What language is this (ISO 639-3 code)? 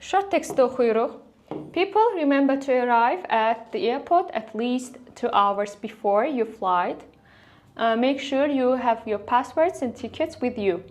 aze